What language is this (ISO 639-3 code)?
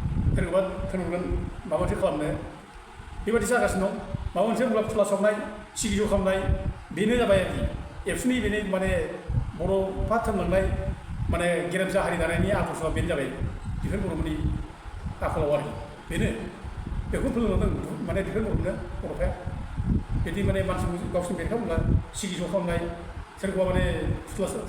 brx